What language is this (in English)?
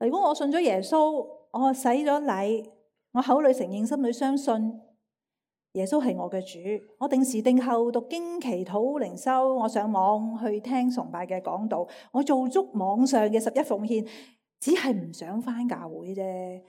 Cantonese